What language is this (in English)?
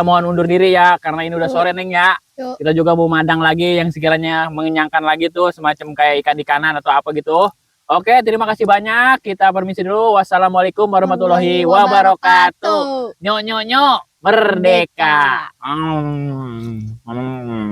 Betawi